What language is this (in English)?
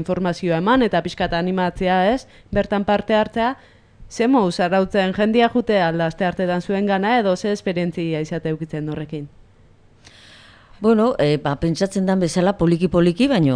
Basque